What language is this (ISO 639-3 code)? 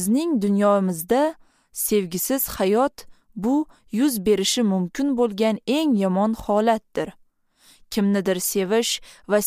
uzb